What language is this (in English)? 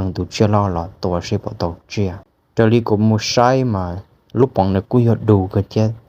Hmong